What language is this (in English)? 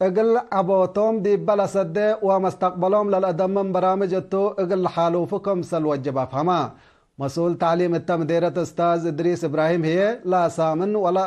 Tigre